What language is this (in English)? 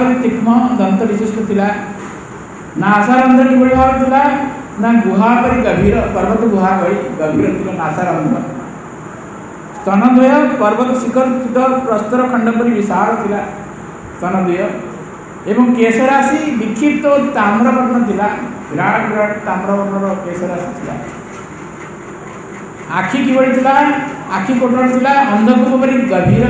Odia